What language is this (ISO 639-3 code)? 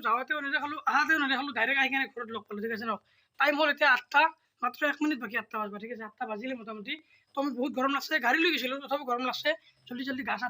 asm